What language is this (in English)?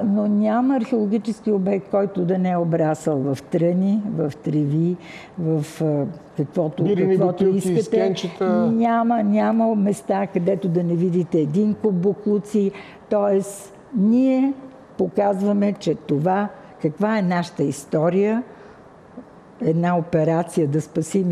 Bulgarian